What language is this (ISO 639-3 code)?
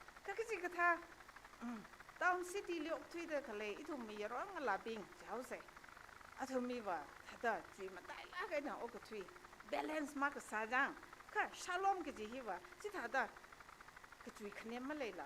nmf